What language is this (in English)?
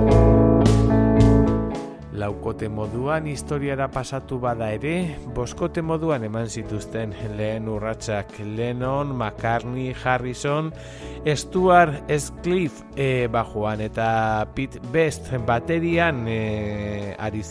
Basque